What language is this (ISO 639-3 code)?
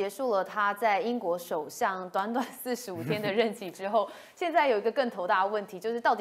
zho